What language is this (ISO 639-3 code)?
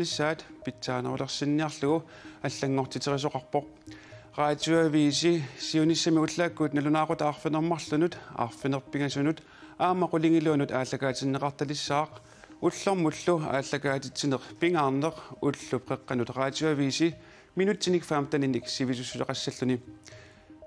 kal